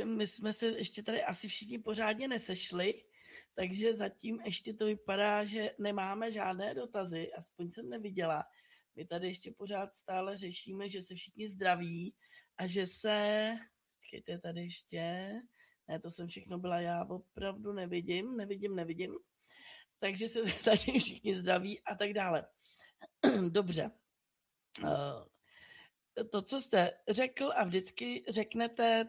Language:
Czech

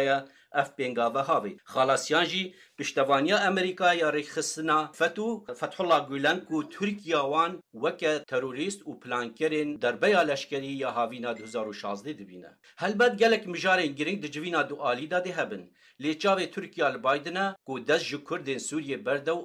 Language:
Kurdish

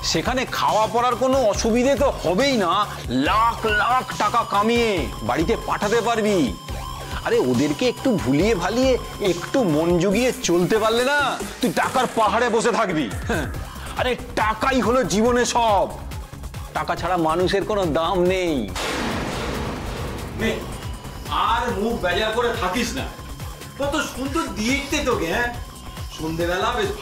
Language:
Bangla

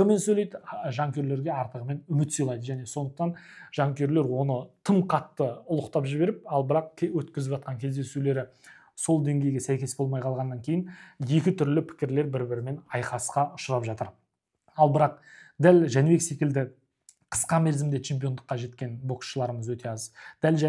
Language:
Kazakh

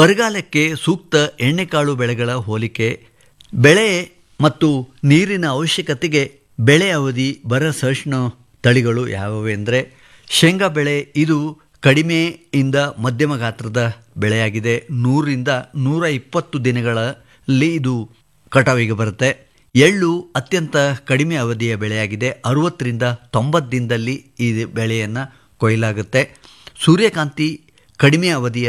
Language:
Kannada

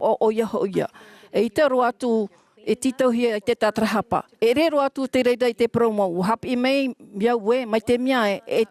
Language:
Tahitian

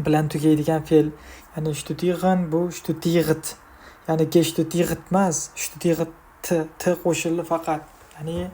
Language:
Uzbek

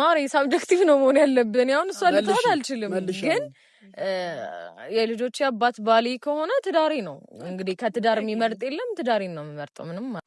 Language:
Amharic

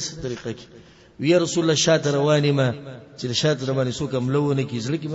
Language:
Pashto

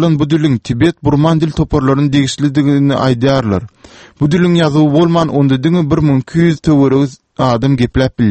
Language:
Turkmen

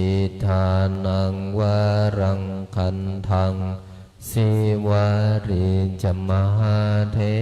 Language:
Pali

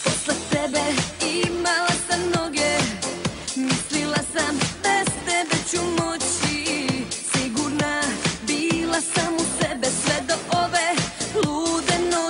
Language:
Serbian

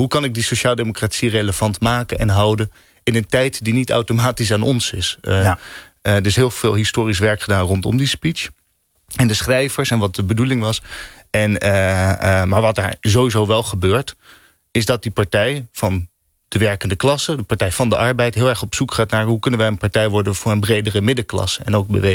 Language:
Dutch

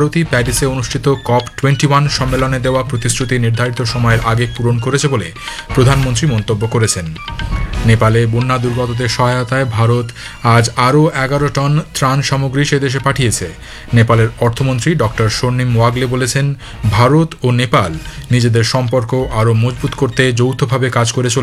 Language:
Bangla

